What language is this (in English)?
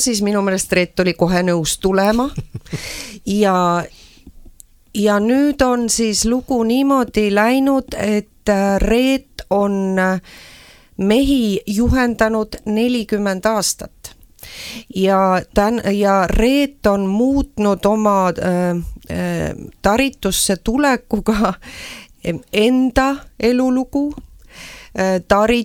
Estonian